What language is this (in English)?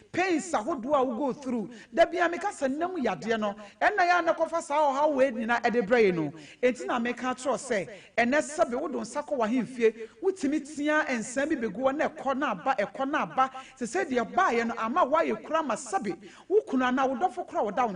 Akan